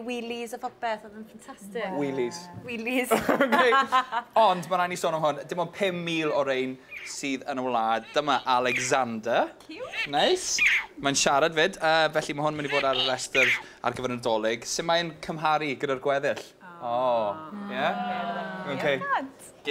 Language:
Welsh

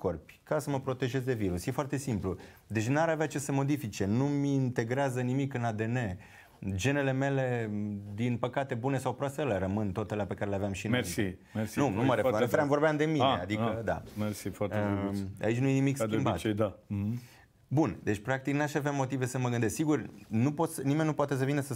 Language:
Romanian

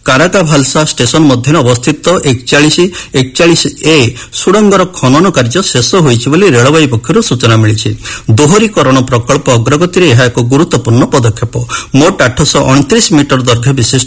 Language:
Odia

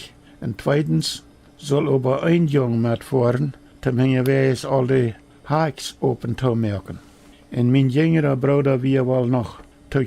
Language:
Plautdietsch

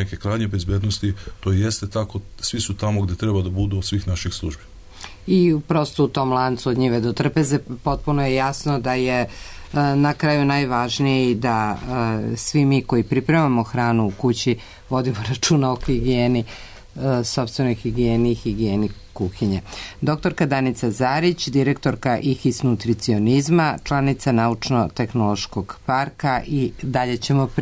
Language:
Serbian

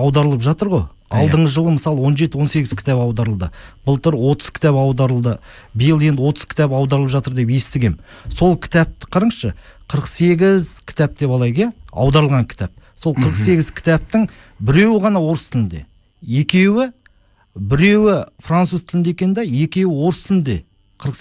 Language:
Kazakh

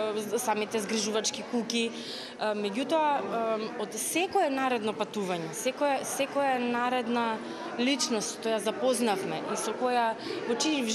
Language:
Macedonian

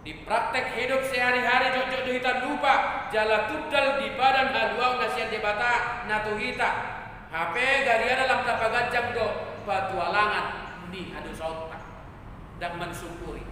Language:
Batak Toba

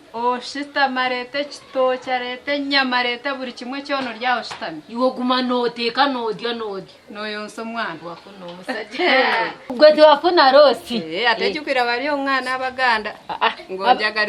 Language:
Ganda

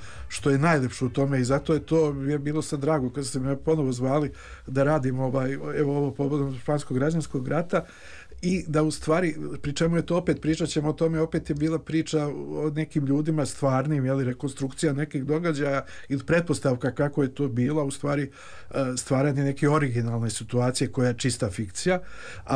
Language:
Serbian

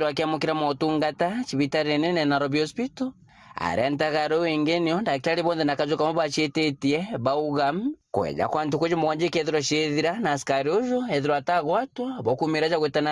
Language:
Meru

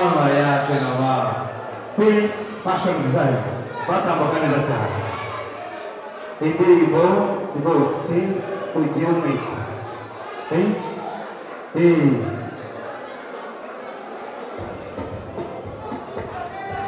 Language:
Kinyarwanda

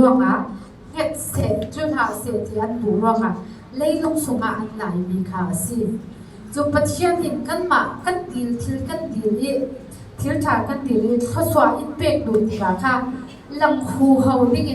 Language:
Falam Chin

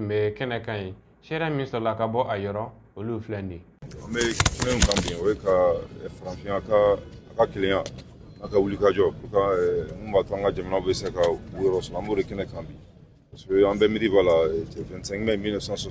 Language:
Bambara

